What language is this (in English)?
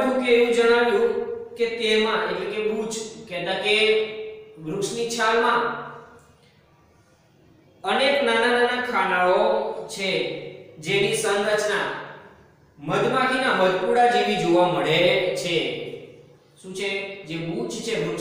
Gujarati